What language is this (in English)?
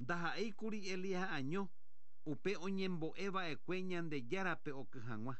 Guarani